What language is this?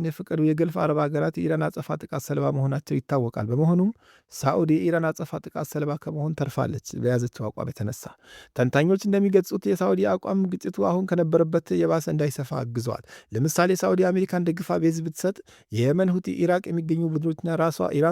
Amharic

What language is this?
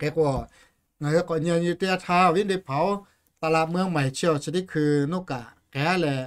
Lahu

